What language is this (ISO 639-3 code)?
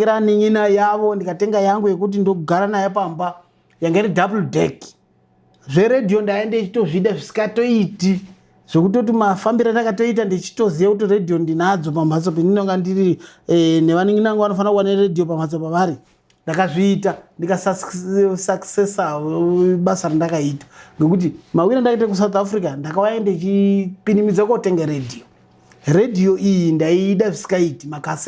sna